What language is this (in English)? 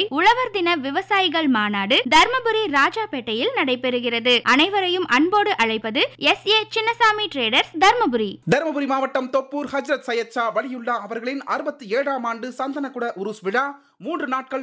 Tamil